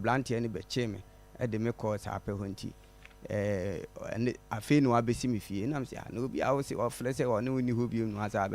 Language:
Akan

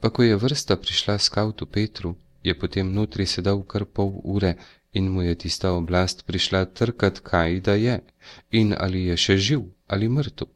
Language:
Slovenian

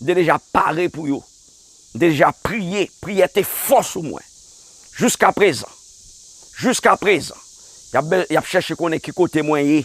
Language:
Haitian Creole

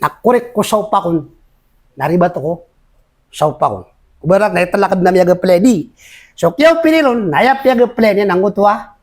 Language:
Maranao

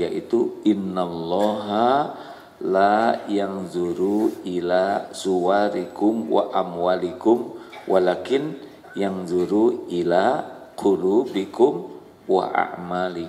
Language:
Indonesian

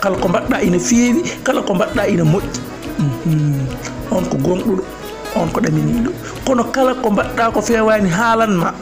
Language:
Fula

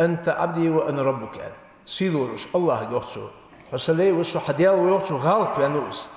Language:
Ingush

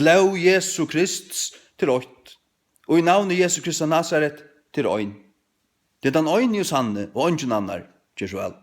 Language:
Faroese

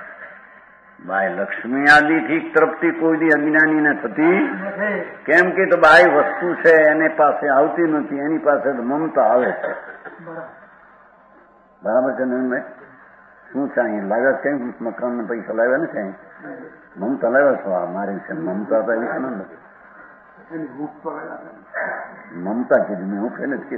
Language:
Gujarati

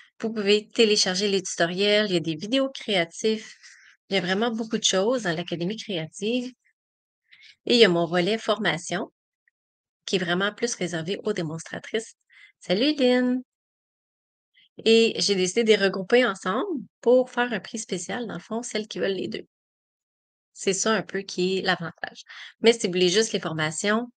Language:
French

